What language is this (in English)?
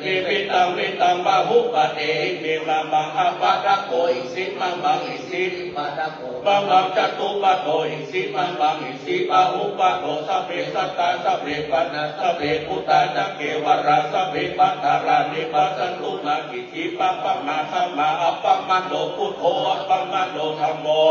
Pali